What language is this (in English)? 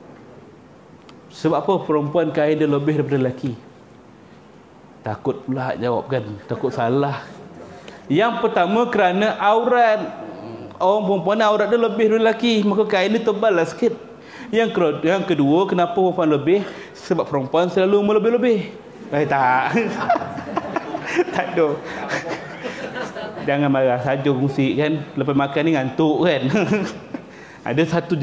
Malay